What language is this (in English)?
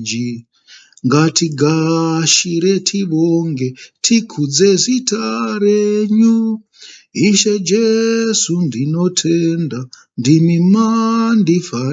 Shona